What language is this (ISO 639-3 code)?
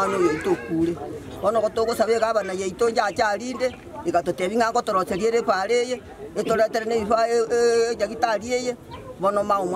guz